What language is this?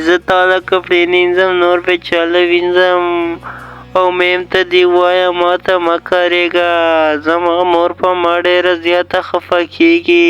Pashto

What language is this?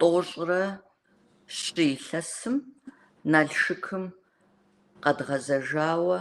Kabardian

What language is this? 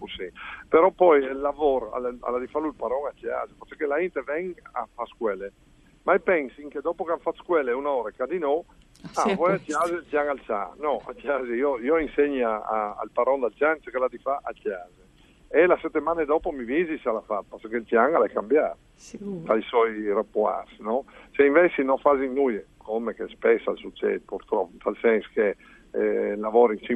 Friulian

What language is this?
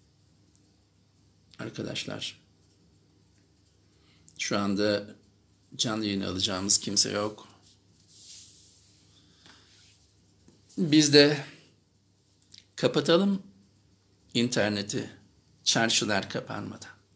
Turkish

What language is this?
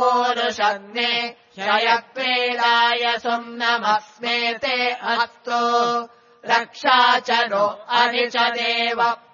Sanskrit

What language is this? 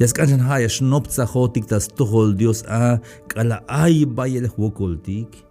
Tzeltal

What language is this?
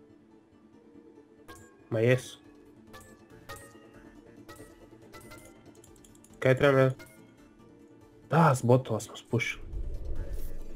Croatian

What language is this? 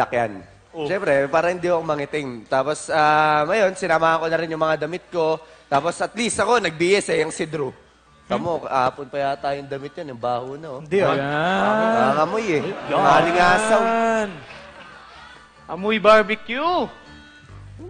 Filipino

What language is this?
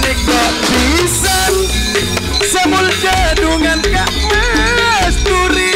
Madurese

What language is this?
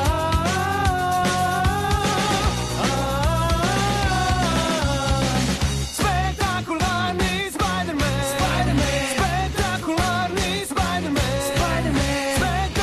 Croatian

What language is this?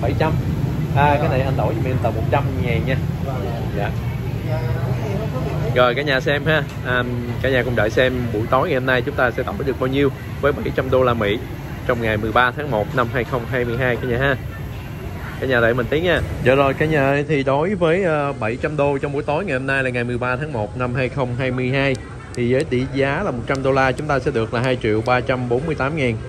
Vietnamese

